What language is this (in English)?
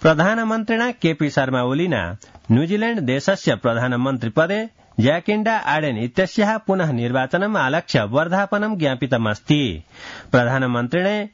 Sanskrit